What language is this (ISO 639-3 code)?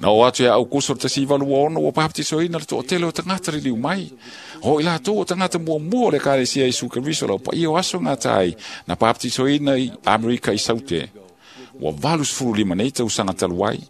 smo